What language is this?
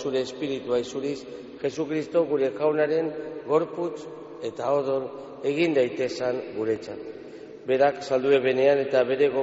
Basque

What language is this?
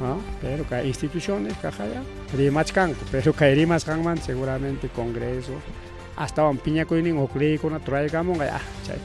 Ayacucho Quechua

